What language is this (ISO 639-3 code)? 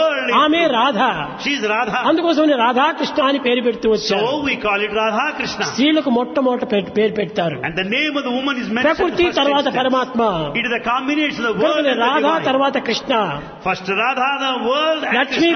tel